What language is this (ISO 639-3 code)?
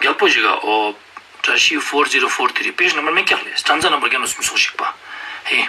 lbj